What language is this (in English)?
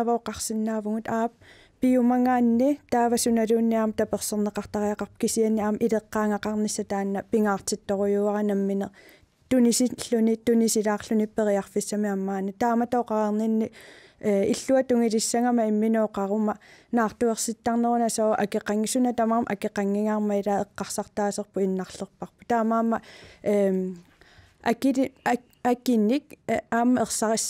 Kalaallisut